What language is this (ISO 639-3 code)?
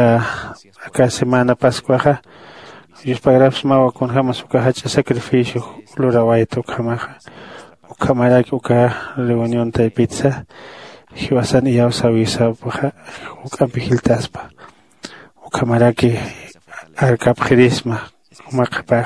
aym